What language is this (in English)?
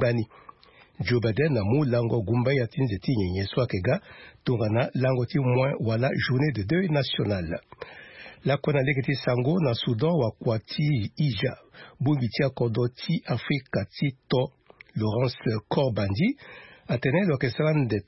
Sango